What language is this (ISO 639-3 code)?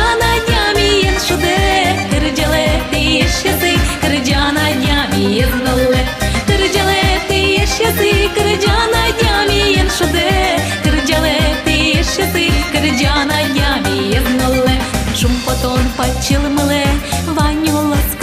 udm